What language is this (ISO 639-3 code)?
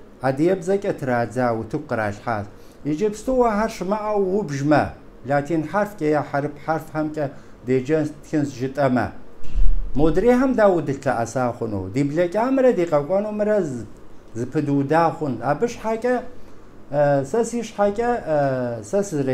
kbd